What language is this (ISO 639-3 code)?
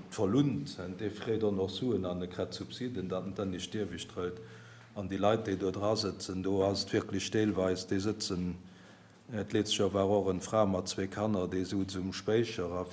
ltz